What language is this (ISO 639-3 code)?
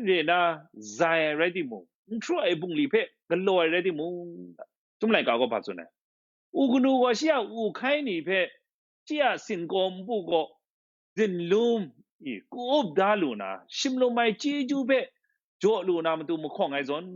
kac